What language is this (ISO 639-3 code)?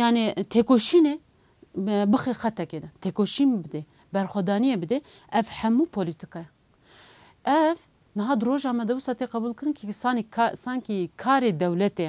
kur